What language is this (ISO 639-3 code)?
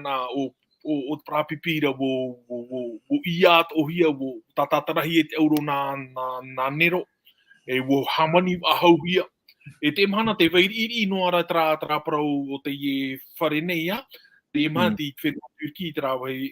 tah